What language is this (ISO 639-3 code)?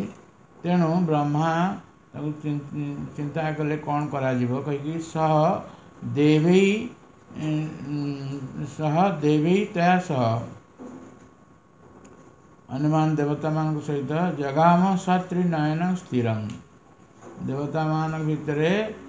ori